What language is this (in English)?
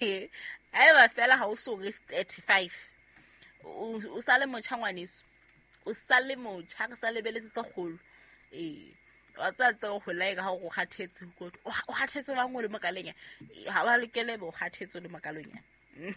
Southern Sotho